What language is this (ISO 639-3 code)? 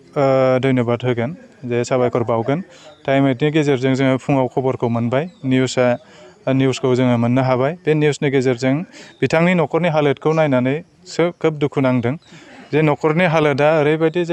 brx